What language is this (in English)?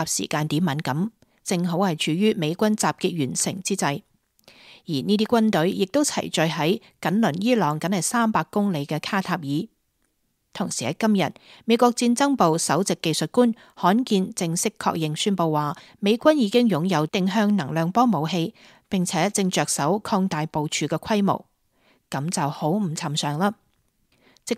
Cantonese